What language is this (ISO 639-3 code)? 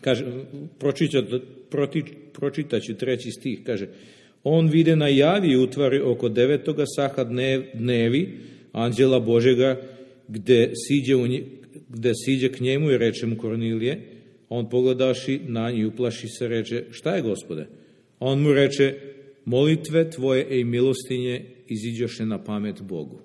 srp